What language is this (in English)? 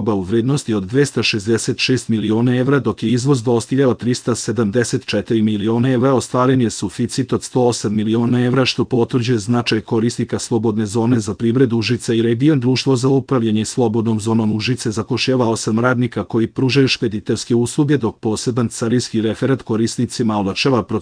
Serbian